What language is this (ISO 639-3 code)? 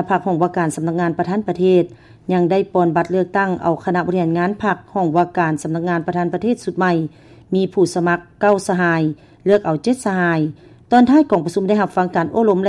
lao